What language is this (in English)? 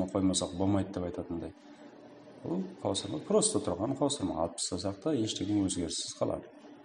Kara-Kalpak